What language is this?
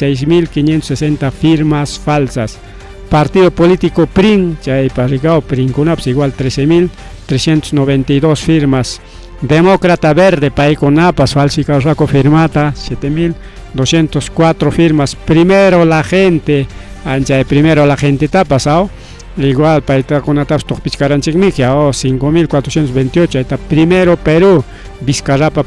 Ayacucho Quechua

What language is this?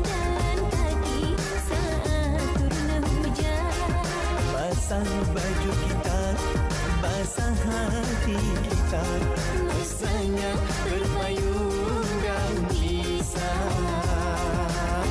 Malay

